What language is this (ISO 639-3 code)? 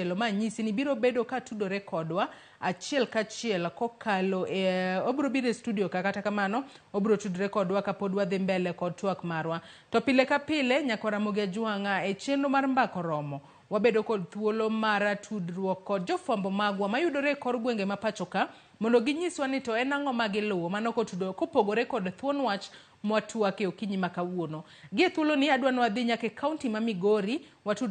luo